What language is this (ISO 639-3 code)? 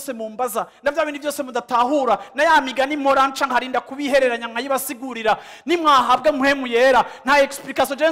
run